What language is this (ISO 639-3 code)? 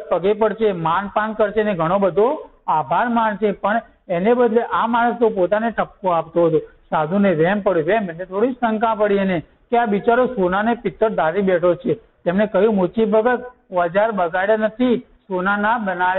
guj